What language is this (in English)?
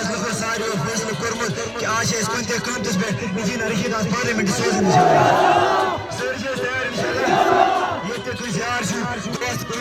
Kashmiri